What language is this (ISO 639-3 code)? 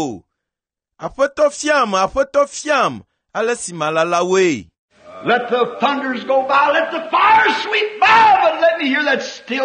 ewe